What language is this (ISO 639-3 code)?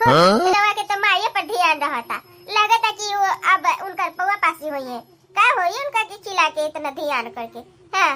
bho